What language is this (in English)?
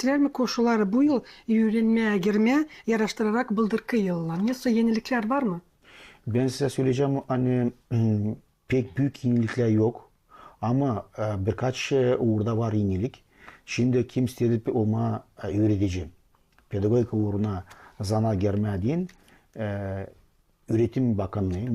Gagauz